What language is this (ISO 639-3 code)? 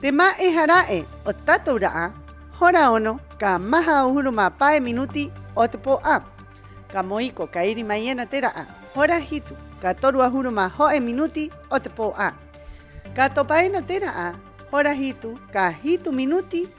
rap